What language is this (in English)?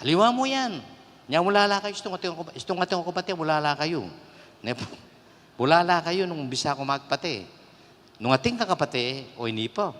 Pampanga